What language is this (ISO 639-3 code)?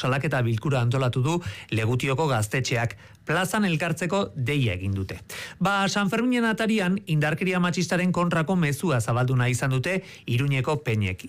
eus